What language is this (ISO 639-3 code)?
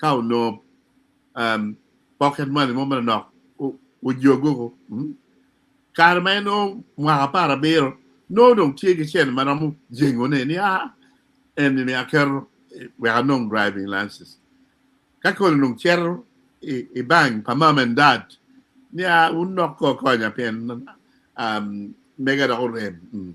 ach